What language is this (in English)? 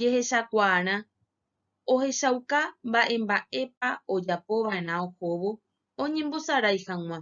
Guarani